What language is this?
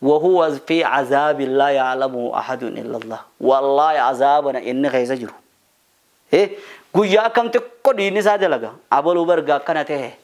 Oromo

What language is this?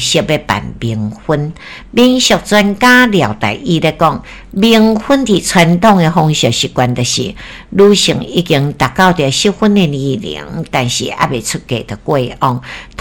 Min Nan Chinese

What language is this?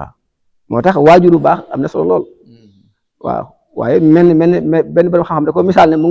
Wolof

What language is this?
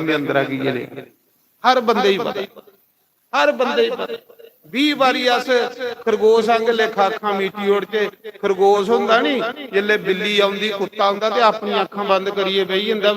Dogri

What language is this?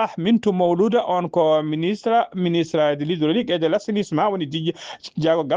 Fula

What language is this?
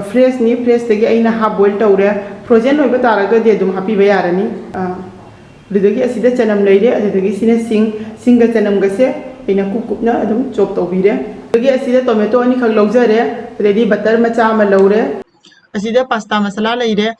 Manipuri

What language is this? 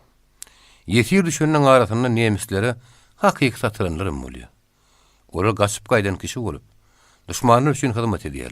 Turkmen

